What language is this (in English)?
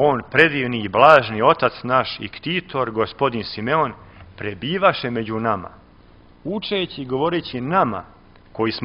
Serbian